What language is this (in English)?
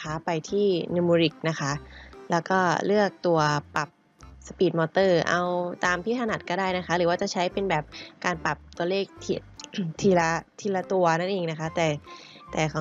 Thai